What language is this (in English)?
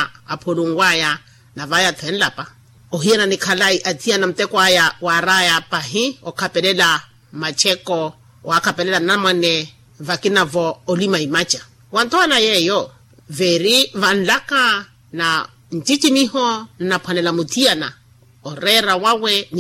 Makhuwa